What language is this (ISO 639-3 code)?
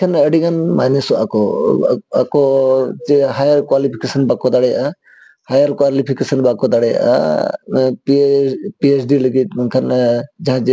sat